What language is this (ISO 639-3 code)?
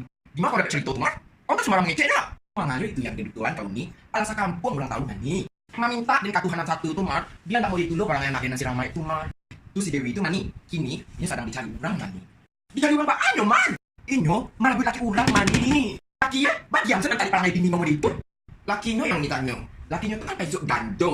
min